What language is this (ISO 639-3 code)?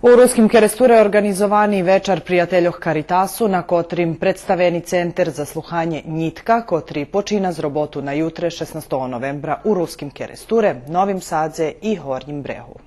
rue